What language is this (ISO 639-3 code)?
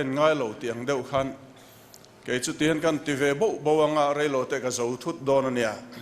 lus